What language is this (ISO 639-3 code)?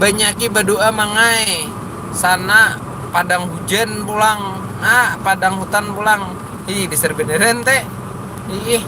bjn